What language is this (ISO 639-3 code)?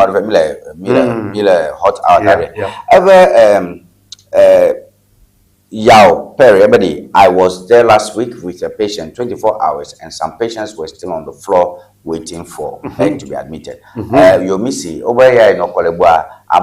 ewe